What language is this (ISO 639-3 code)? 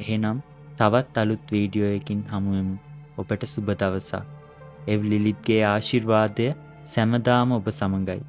sin